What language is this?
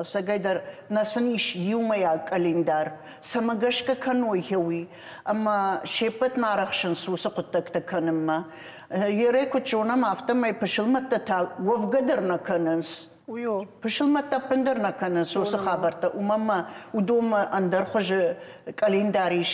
Ossetic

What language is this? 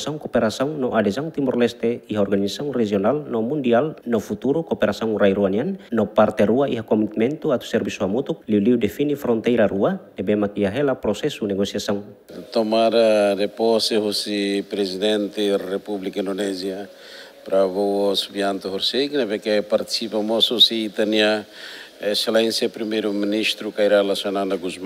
Tetum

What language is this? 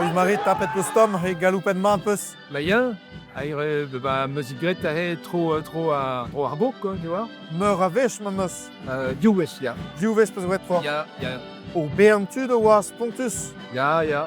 Breton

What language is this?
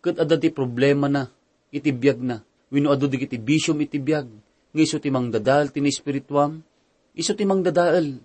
Iloko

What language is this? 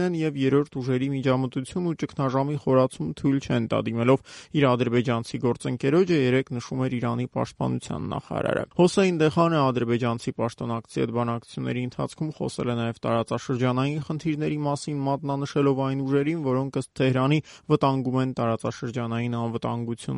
Armenian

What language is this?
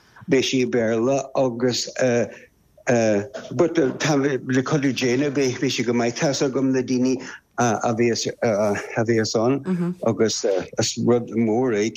Irish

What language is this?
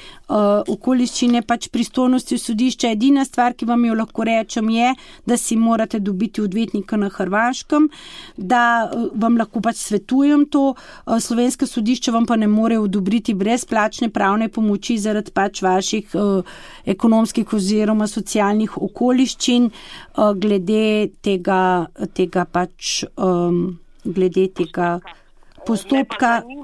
Slovenian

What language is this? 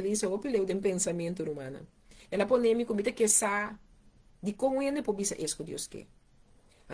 Papiamento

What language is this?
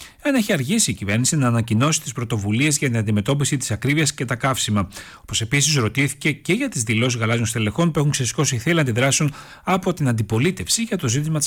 Greek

